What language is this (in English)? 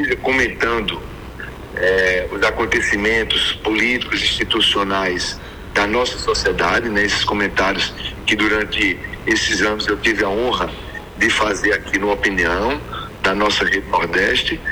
Portuguese